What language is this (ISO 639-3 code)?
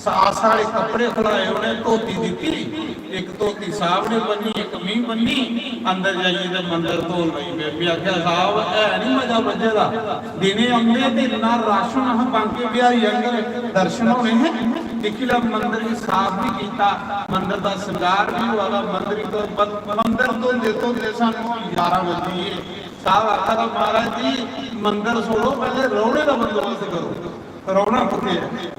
doi